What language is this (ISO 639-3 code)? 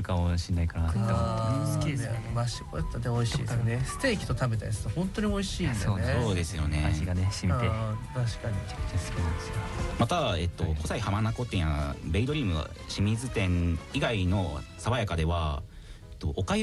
jpn